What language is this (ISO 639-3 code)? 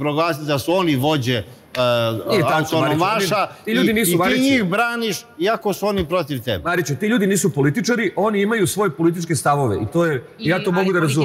srp